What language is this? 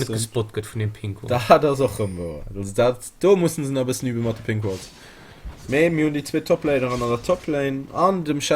Luxembourgish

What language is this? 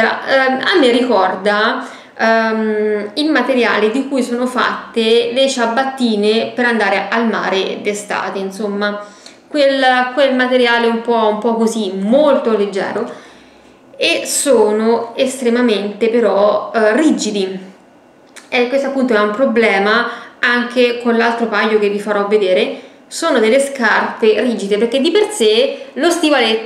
Italian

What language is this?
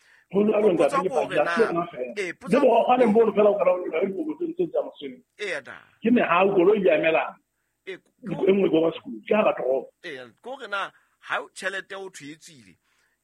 Southern Sotho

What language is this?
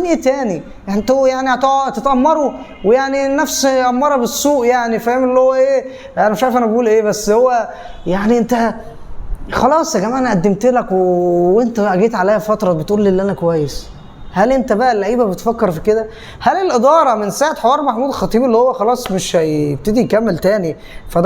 Egyptian Arabic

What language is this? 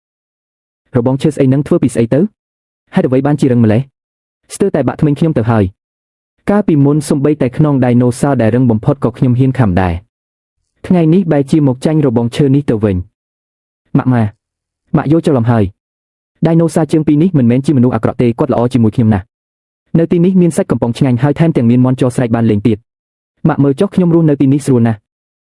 Khmer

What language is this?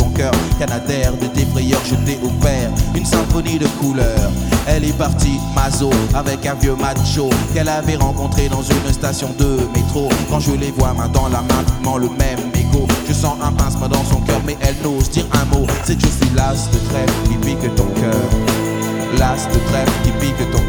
French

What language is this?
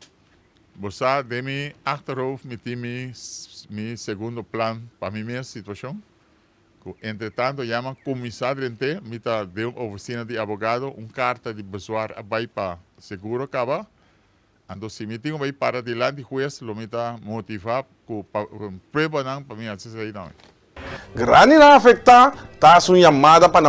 Papiamento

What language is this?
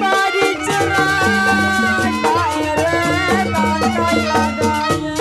Betawi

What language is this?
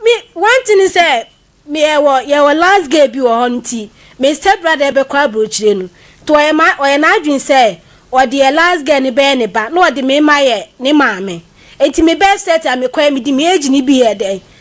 Akan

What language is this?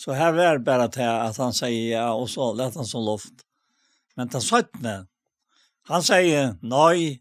Faroese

